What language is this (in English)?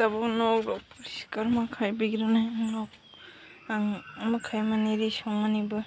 Kok Borok